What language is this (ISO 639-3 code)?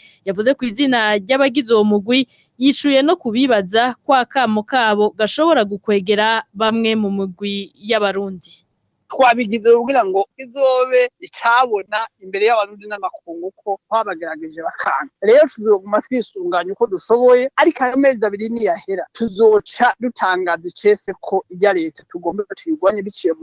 run